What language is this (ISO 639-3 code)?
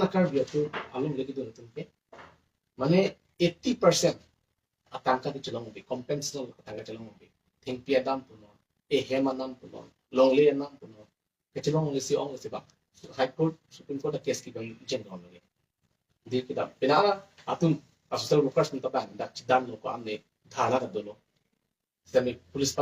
mjw